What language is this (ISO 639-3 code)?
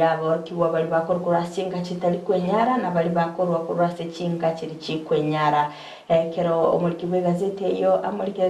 guz